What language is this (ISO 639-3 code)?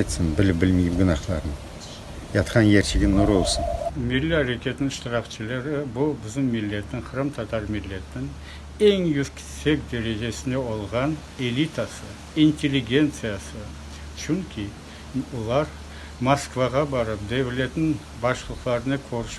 crh